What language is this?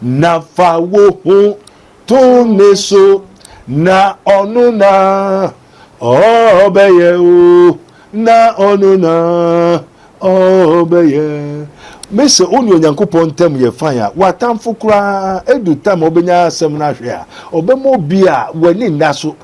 Akan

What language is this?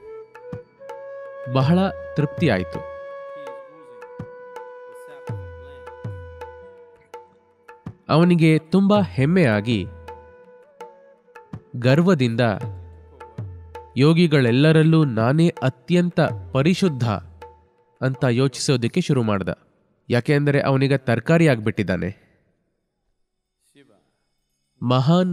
Kannada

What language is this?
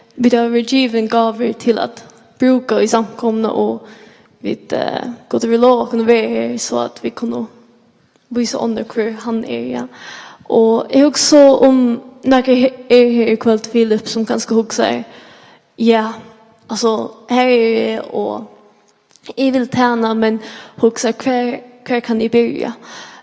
Faroese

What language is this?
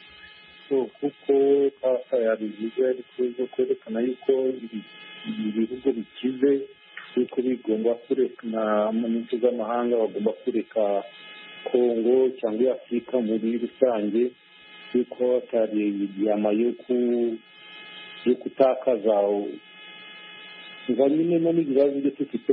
Kinyarwanda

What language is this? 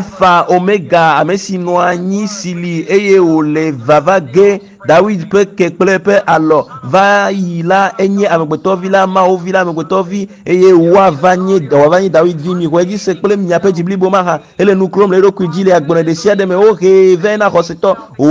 Ewe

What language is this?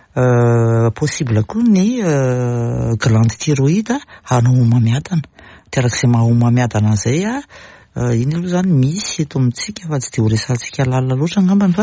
Malagasy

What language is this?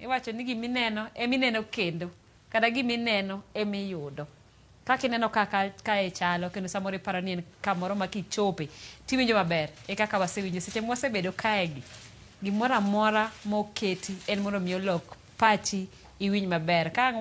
Luo (Kenya and Tanzania)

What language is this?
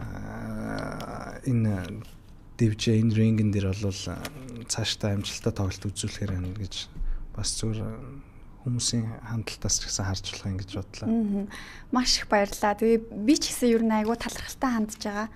Mongolian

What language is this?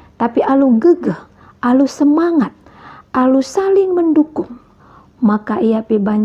Batak Karo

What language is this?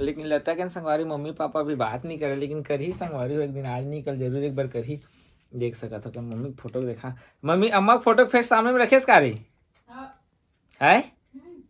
Chhattisgarhi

